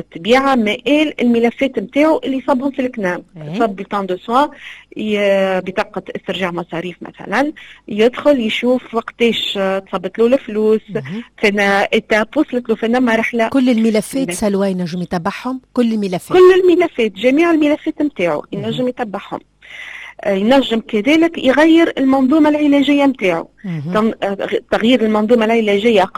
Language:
Tunisian Arabic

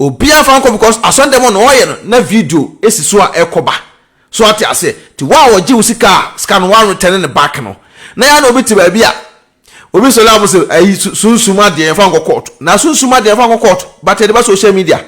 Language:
Akan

